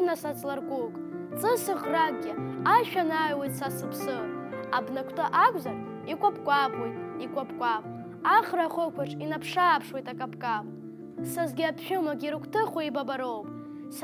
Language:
Abkhazian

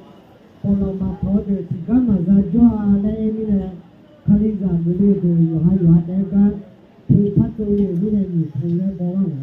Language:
Akha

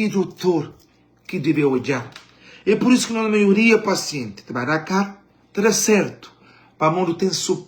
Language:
Kabuverdianu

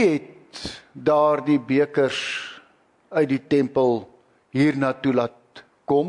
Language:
Afrikaans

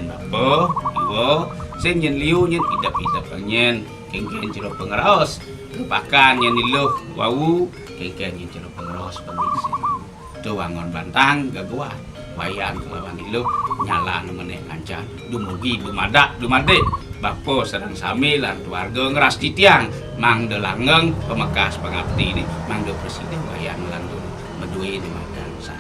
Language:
Balinese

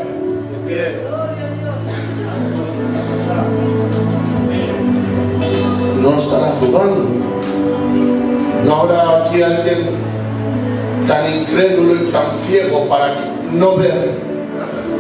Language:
Spanish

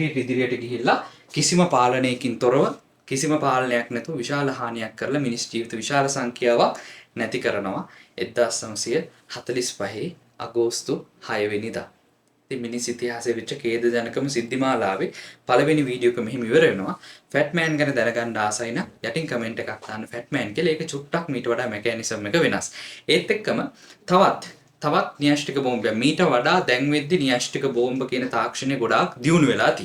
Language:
Sinhala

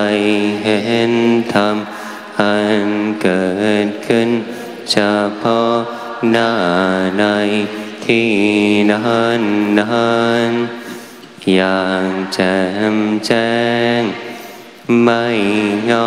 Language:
Thai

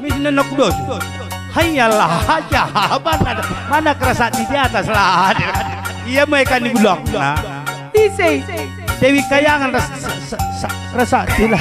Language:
Batak Karo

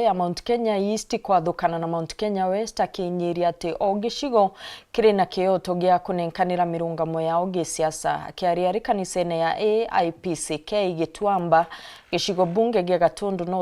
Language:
Meru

